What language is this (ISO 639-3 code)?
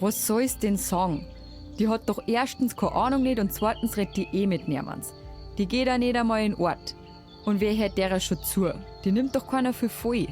bar